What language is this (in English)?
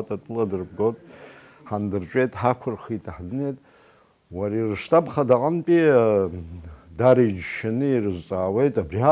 Abkhazian